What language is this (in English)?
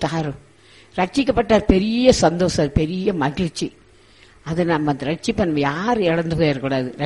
Tamil